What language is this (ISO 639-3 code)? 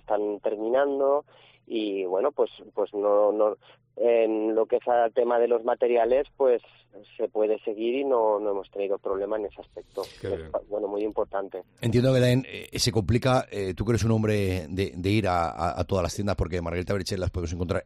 spa